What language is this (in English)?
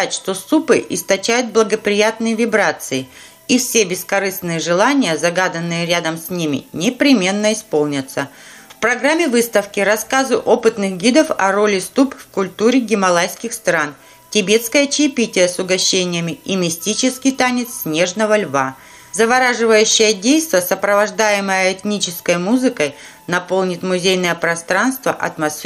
Russian